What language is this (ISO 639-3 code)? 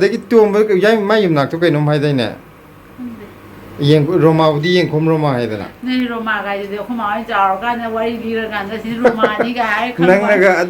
mni